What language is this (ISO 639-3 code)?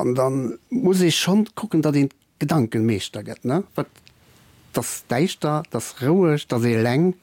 ltz